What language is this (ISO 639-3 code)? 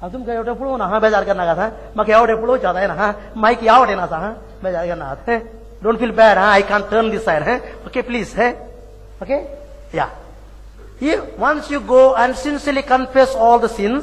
kok